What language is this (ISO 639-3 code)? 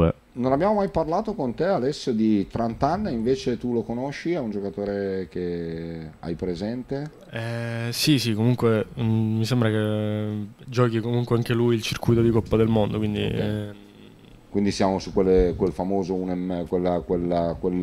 ita